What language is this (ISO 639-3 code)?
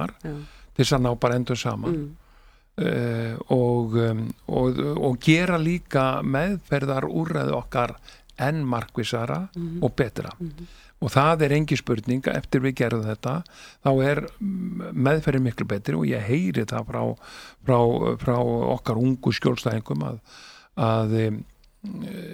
isl